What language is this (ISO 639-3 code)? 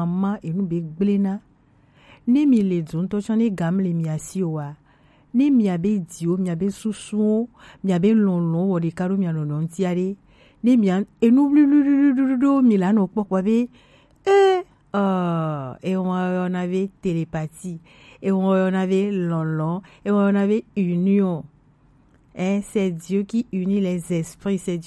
gej